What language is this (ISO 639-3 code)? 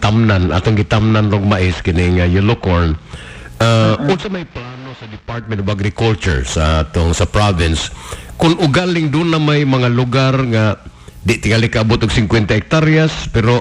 ceb